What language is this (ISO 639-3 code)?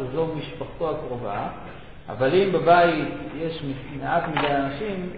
heb